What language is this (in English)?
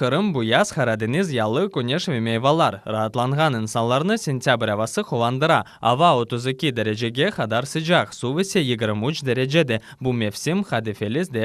Crimean Tatar